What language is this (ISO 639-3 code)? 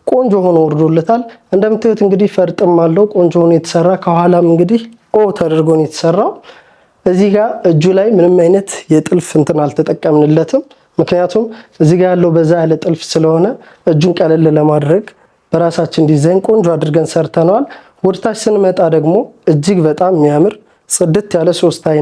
amh